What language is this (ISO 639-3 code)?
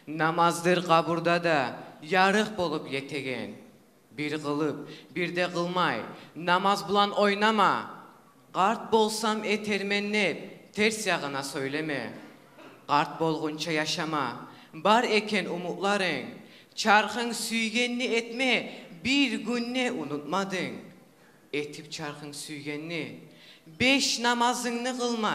kum